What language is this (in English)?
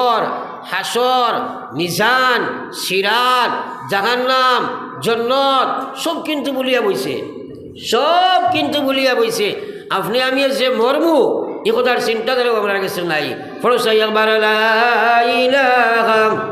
Sylheti